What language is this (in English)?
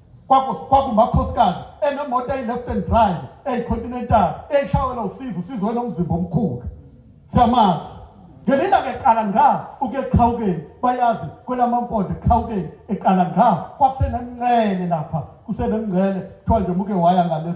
Zulu